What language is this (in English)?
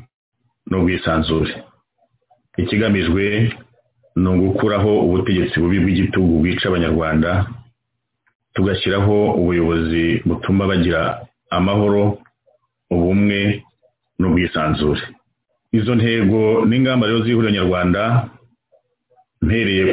Kinyarwanda